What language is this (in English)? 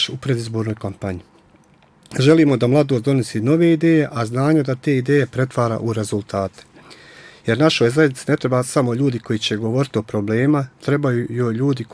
Bosnian